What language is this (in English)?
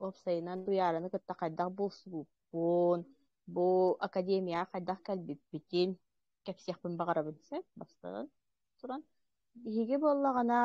Yakut